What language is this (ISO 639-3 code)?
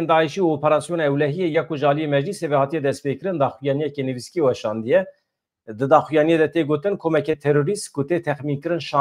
kur